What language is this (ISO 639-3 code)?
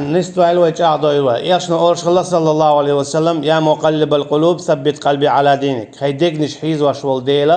che